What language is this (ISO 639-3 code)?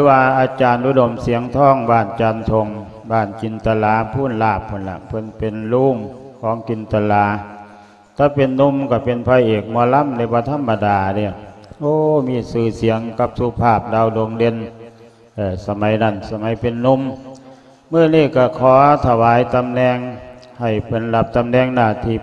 lao